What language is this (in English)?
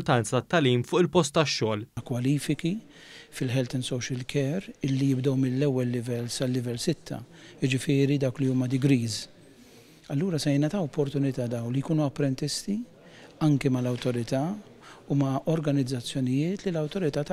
Maltese